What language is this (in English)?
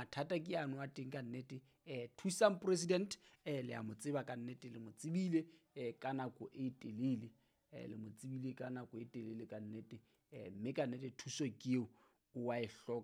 Southern Sotho